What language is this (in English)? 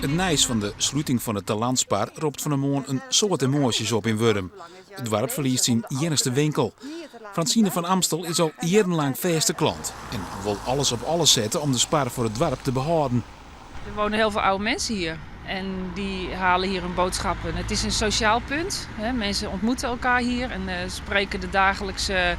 Western Frisian